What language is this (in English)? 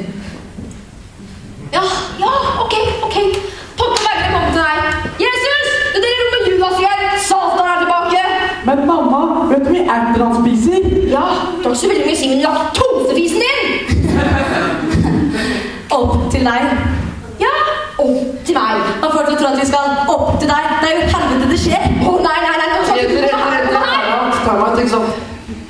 Norwegian